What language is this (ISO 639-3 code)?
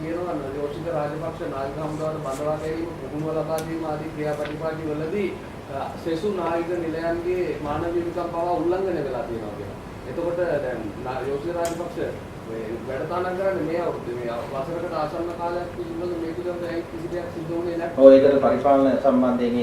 sin